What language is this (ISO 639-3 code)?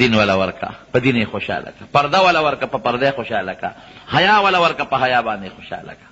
pus